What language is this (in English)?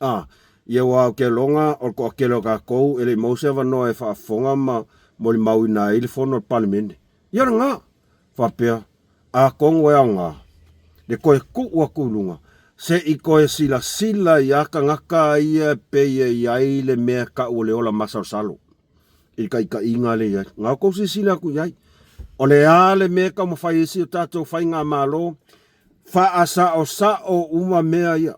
Samoan